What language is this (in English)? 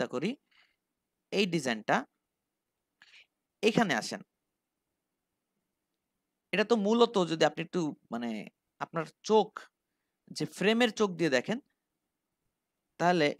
Bangla